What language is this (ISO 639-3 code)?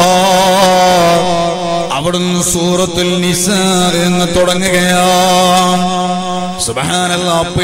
mal